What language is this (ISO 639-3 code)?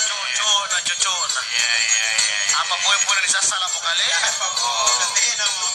mak